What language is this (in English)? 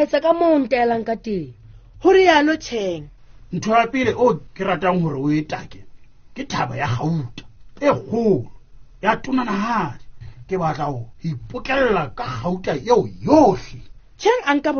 Southern Sotho